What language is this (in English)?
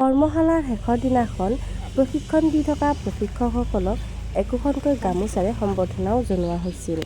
Assamese